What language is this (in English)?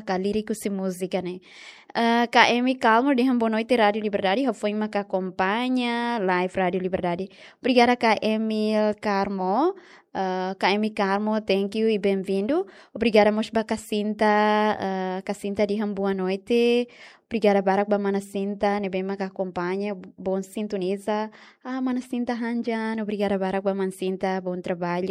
Tetum